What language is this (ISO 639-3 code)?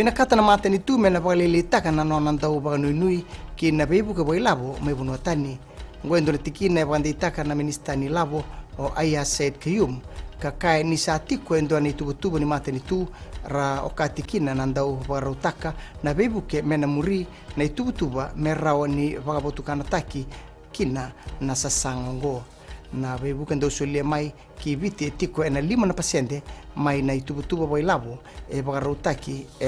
fij